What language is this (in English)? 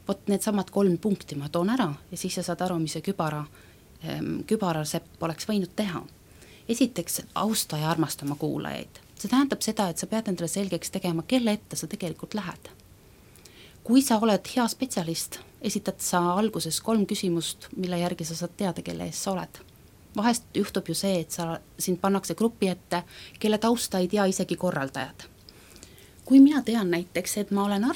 Estonian